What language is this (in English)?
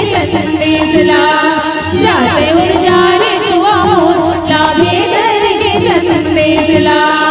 Chhattisgarhi